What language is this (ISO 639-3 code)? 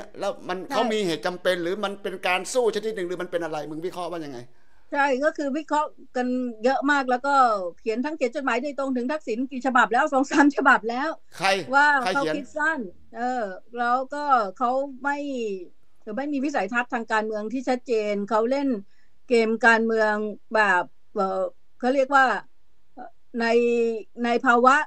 tha